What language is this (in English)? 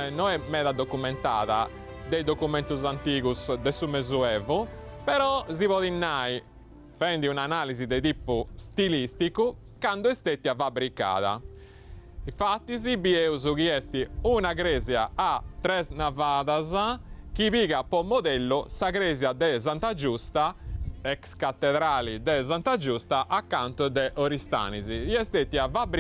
Sardinian